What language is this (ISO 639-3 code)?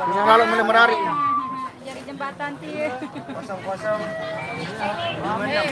sas